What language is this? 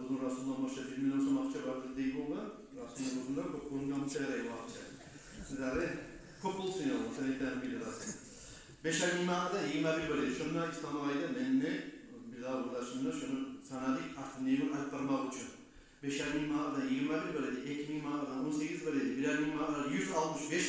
Kumyk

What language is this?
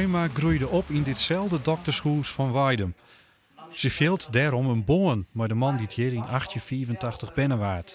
Western Frisian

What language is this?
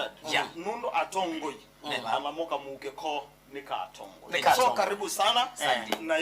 Kamba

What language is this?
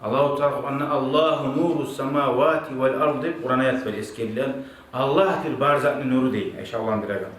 Kumyk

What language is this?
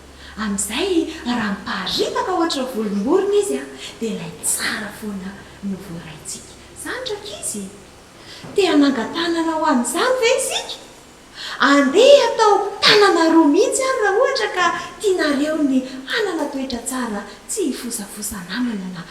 Malagasy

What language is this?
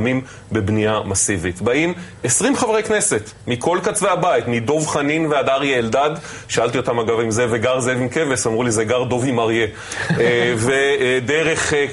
Hebrew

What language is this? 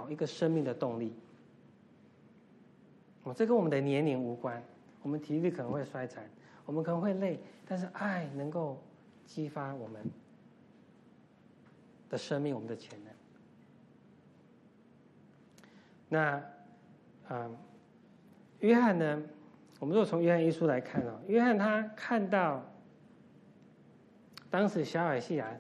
Chinese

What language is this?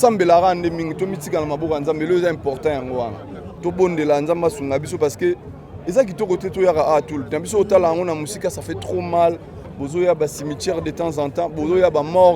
Lingala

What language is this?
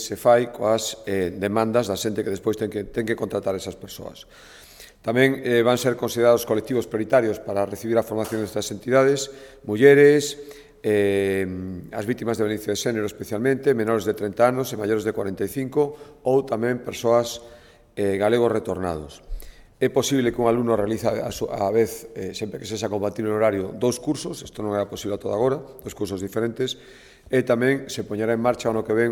Galician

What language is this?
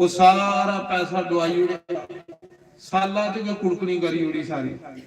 Dogri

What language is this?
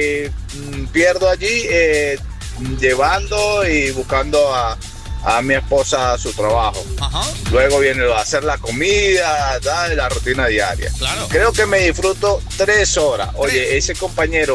Spanish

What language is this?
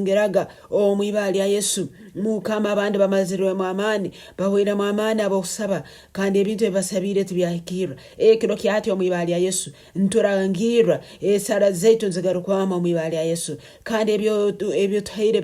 Nyankole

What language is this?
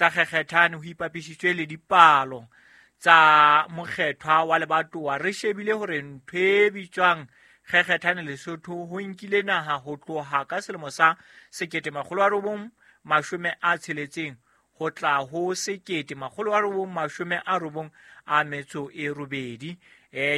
Southern Sotho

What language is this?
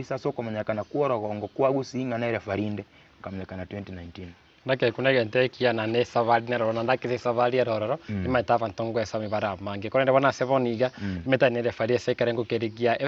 Gusii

